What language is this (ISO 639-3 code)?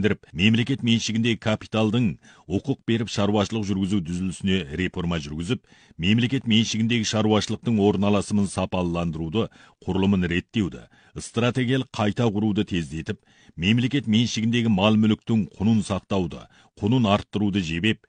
kaz